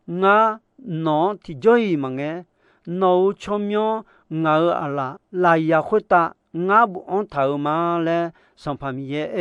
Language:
Akha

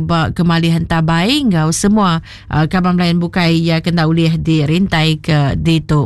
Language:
Iban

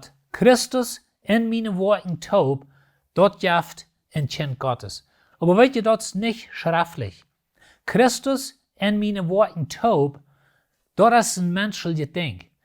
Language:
Plautdietsch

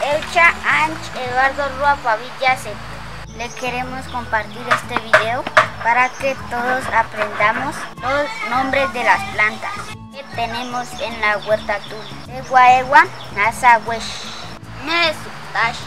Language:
Páez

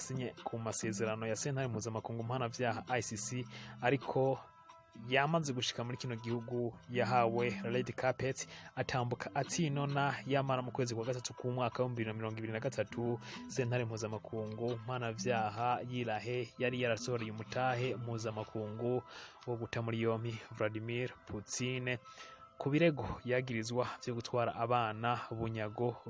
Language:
Rundi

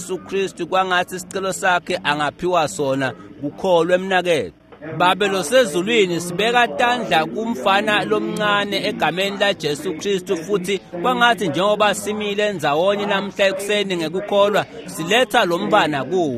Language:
Swati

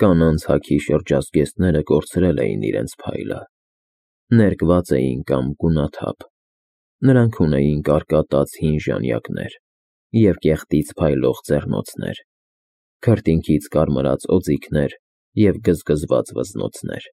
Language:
Armenian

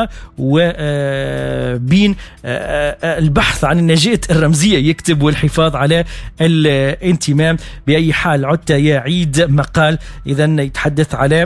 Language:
Arabic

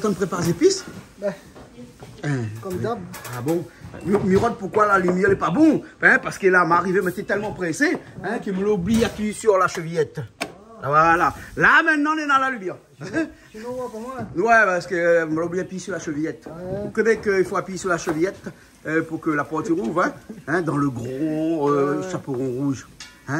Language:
Réunion Creole French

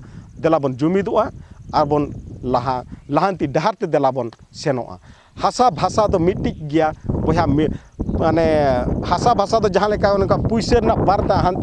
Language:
Santali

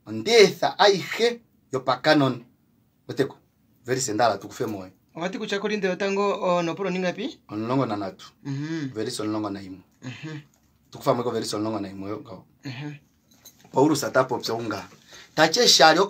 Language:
Kuanyama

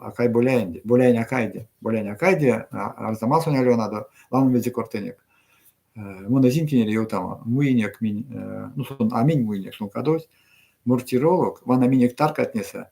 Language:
Erzya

